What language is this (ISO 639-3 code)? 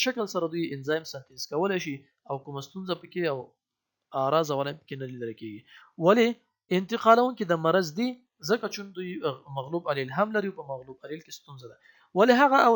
pus